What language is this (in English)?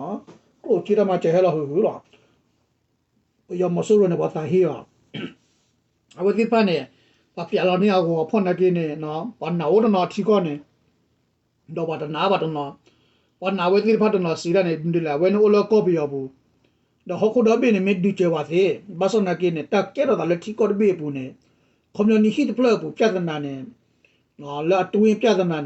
S'gaw Karen